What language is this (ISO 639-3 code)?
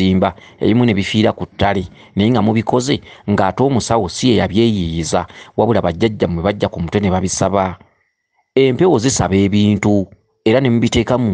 lug